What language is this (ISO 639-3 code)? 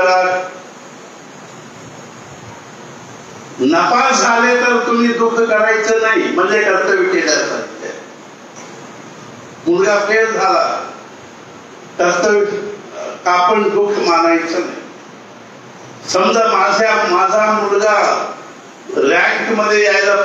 mar